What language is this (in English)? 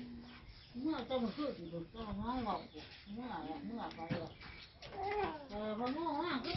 Lao